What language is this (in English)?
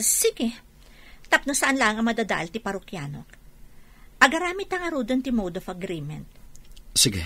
Iloko